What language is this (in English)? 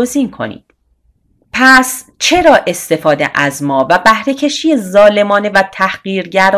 Persian